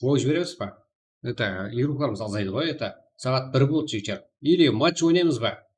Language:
Kara-Kalpak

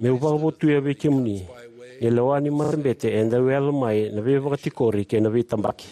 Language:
Fijian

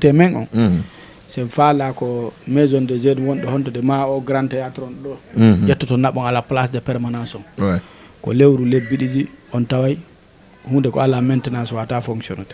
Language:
Fula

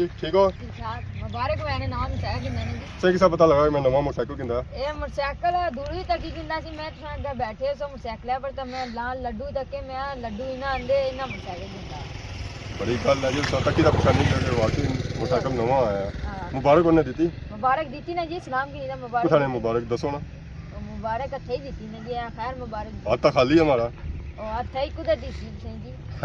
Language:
Pahari-Potwari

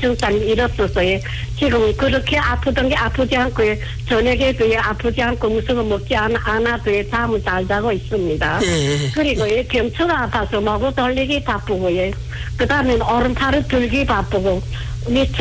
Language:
Korean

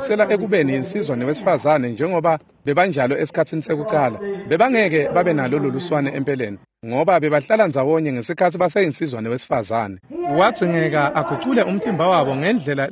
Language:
Swati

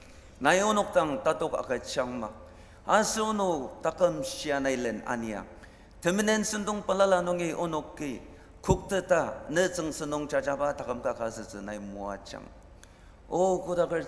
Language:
Ao Naga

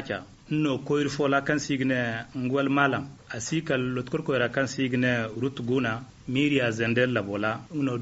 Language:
Zarma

